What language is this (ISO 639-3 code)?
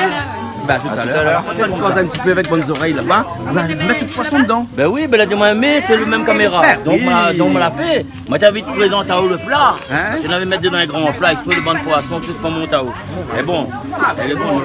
rcf